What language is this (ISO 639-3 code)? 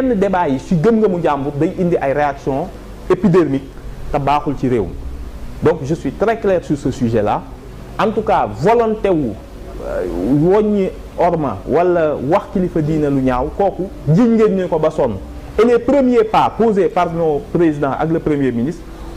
wol